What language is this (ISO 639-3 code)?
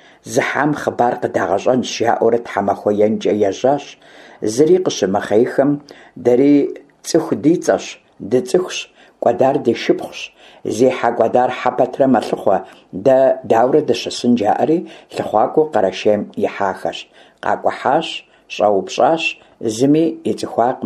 kbd